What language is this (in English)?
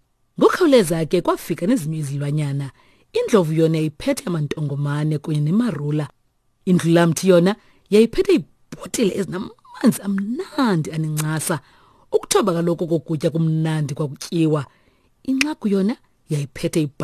Xhosa